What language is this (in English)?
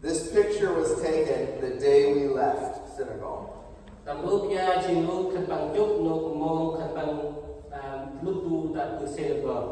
Central Mnong